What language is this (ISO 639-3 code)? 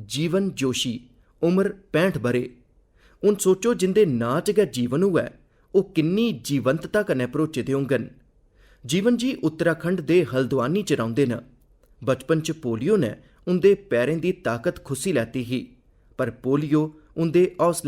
doi